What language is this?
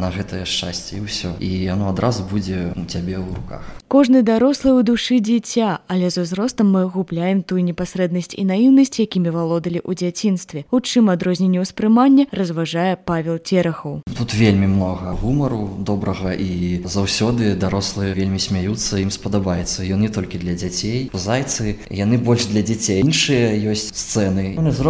Belarusian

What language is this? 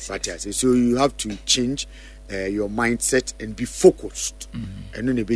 Akan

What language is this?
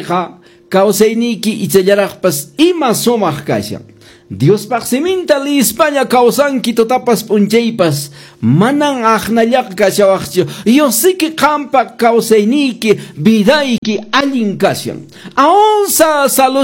Quechua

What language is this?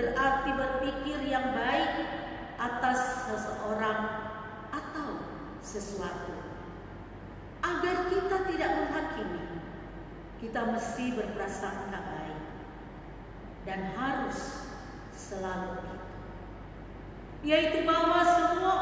Indonesian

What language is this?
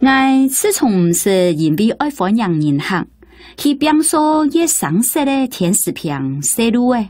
Hakka Chinese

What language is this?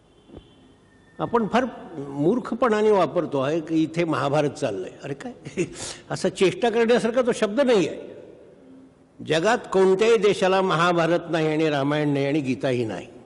Marathi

